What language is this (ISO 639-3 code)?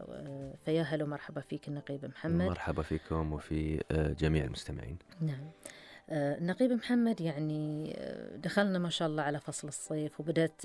afb